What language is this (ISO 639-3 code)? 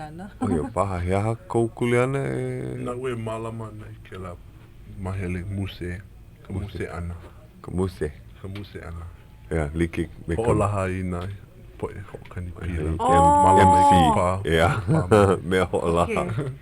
haw